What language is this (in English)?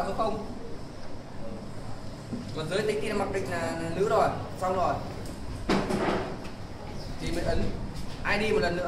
Vietnamese